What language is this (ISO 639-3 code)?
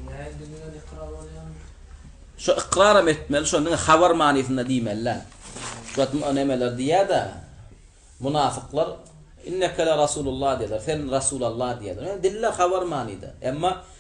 tuk